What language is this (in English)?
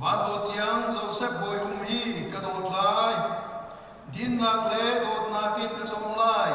Falam Chin